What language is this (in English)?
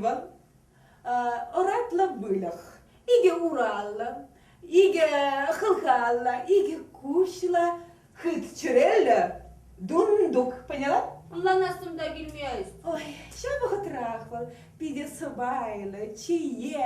Chuvash